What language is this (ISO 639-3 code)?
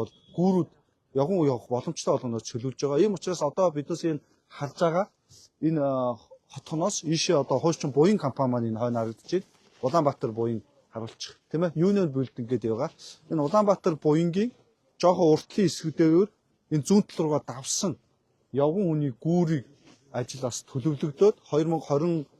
mon